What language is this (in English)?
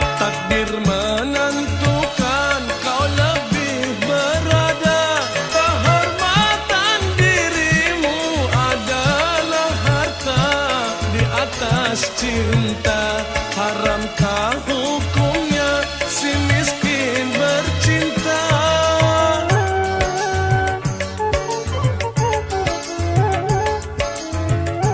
Malay